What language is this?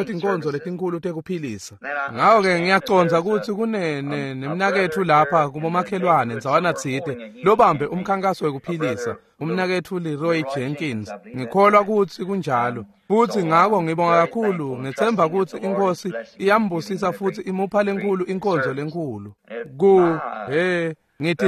Swati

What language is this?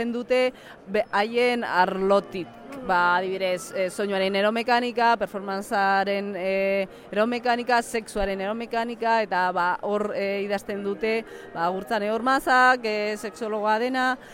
Basque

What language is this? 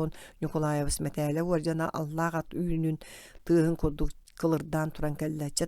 Yakut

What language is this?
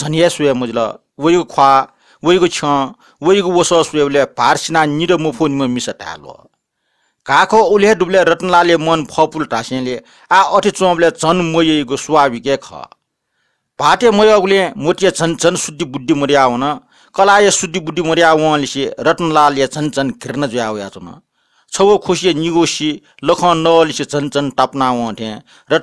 Newari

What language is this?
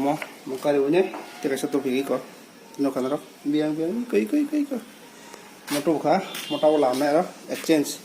Kok Borok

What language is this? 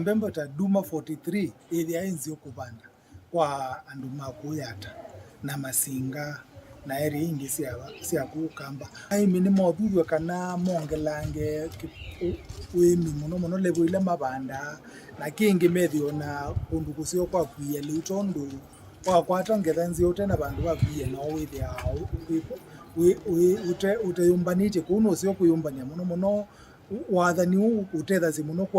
Kamba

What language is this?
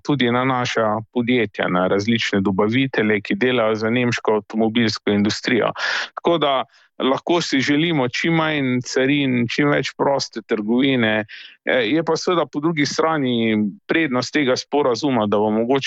Slovenian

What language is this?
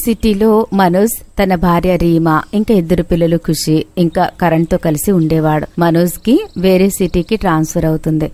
Telugu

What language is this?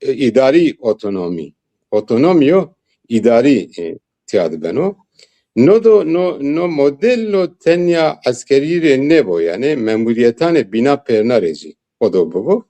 Zaza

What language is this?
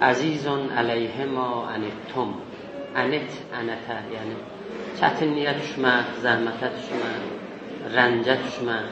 South Azerbaijani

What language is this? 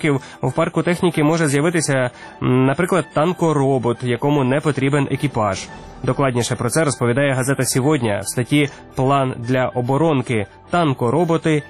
Ukrainian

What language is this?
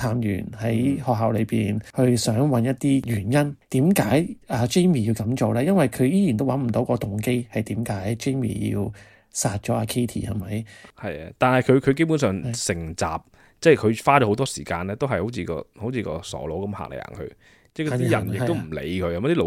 Cantonese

